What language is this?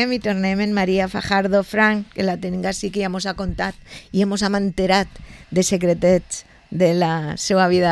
Catalan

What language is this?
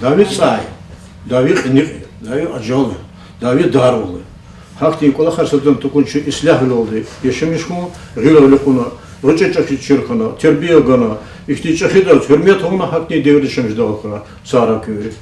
Lezghian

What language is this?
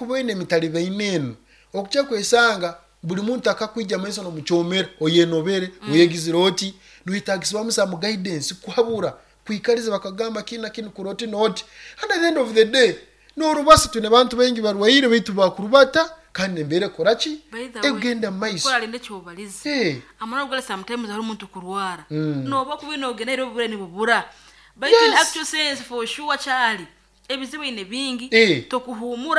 Nyoro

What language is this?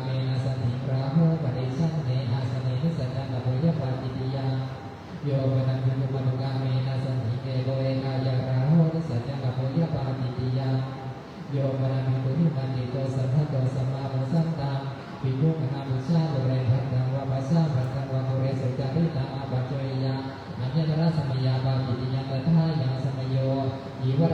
Pali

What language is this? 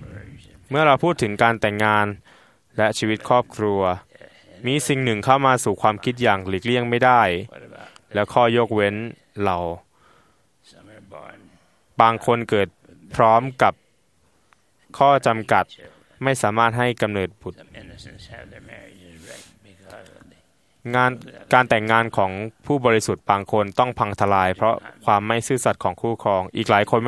Thai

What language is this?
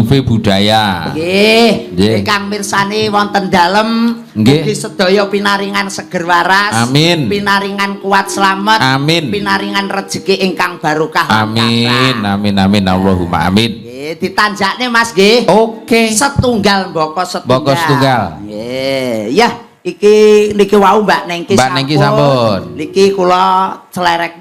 Javanese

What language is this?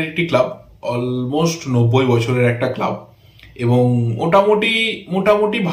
Bangla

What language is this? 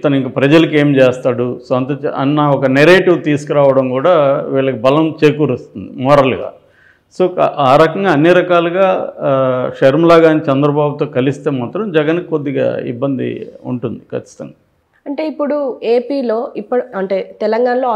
Telugu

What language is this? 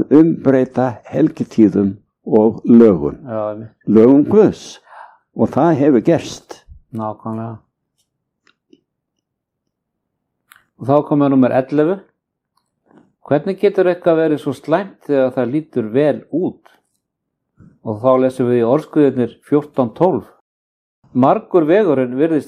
Icelandic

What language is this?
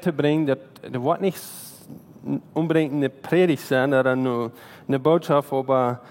Plautdietsch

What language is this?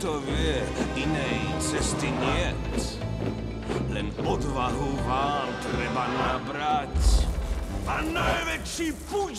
Slovak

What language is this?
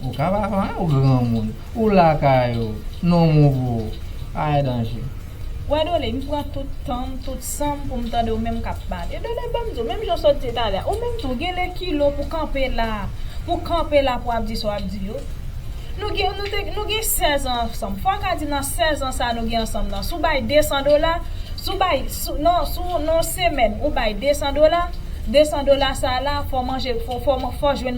Haitian Creole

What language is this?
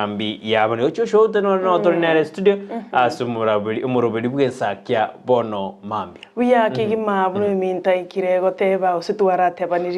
Gusii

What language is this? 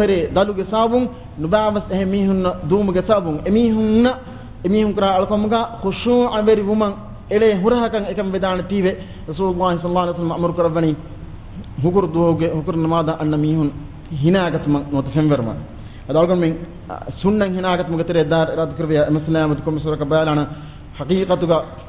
Divehi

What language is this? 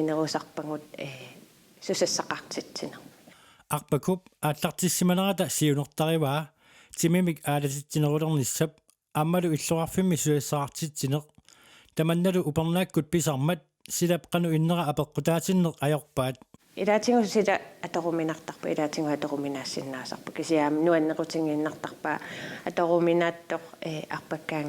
Kalaallisut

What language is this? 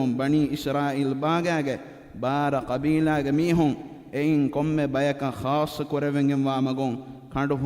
Divehi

